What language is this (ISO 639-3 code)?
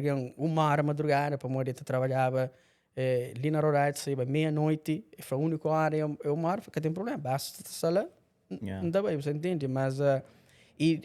kea